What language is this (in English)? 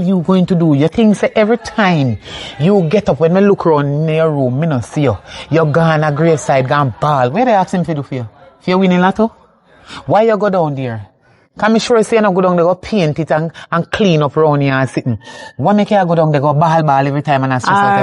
Jamaican Creole English